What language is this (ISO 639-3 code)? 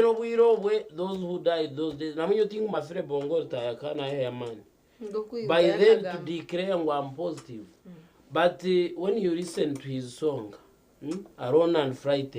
nyn